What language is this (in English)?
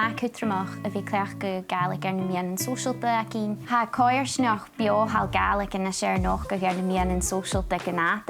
Scottish Gaelic